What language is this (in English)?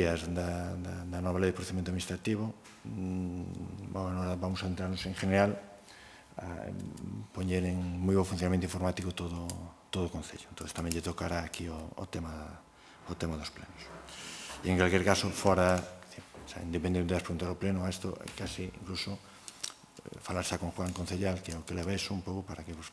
Galician